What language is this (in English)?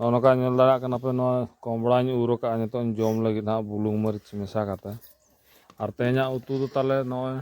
Santali